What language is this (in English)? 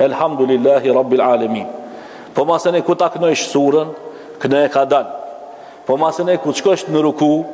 Albanian